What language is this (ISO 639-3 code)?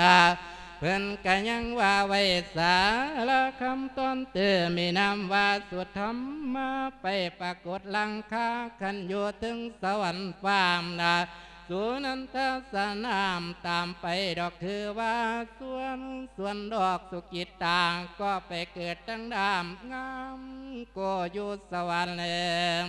lao